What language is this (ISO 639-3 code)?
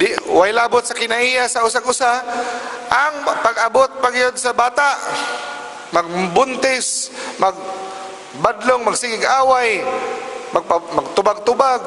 ceb